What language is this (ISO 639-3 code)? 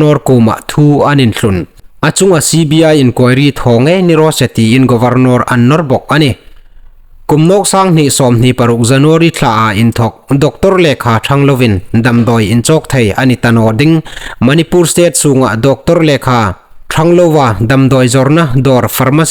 hmr